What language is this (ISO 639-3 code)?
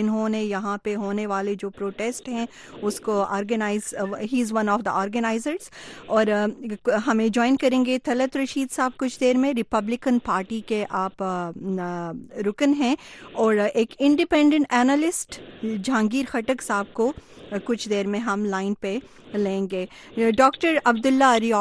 urd